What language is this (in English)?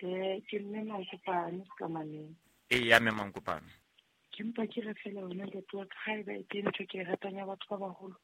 Southern Sotho